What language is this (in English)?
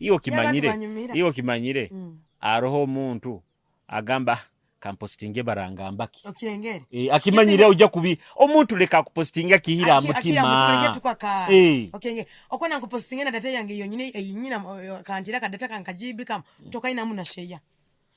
Nyoro